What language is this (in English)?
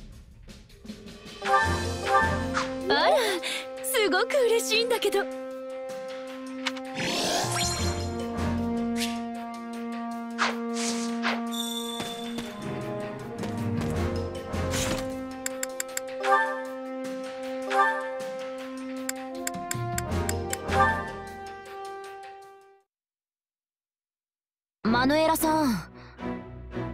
Japanese